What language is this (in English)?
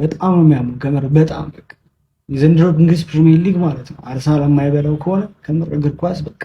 Amharic